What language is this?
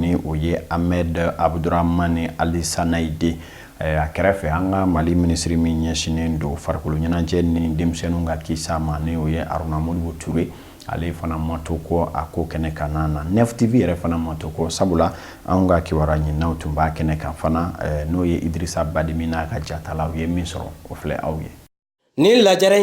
Bambara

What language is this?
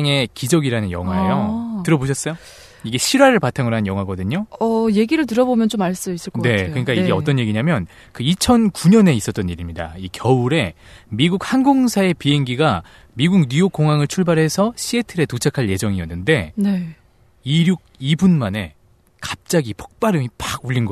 Korean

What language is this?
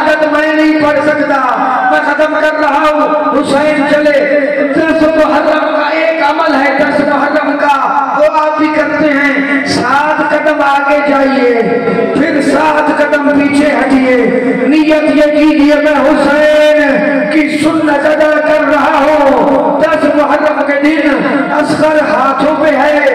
Urdu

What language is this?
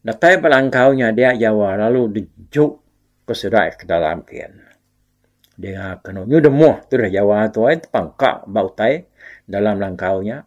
Iban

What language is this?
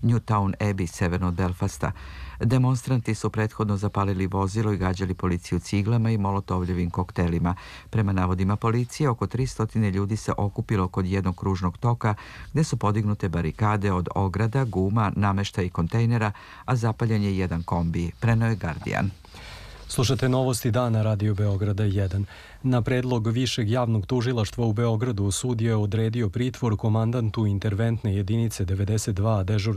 Serbian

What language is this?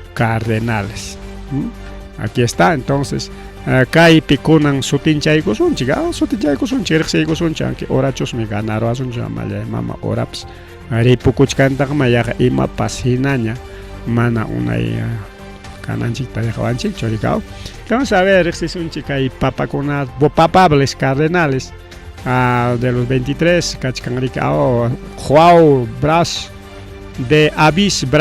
Ayacucho Quechua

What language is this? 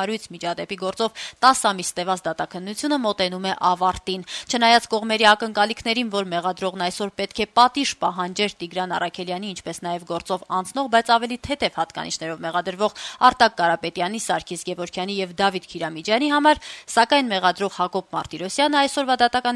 Armenian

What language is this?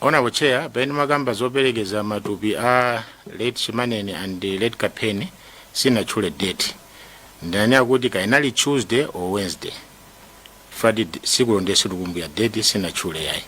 Nyanja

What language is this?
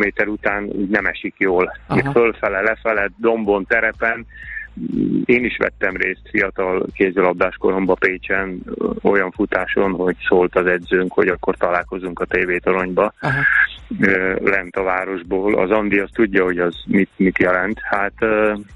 Hungarian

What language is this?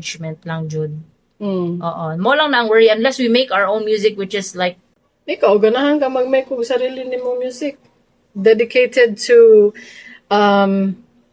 Cebuano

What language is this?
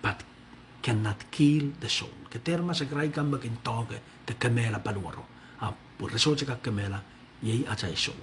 Pohnpeian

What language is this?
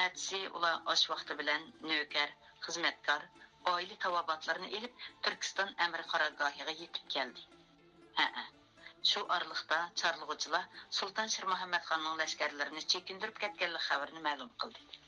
Uyghur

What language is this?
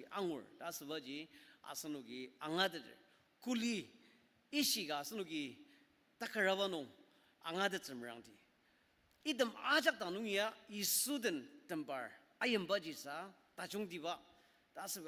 Ao Naga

